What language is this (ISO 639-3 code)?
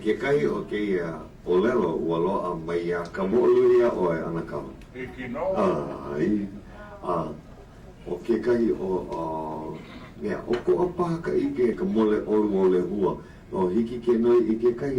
haw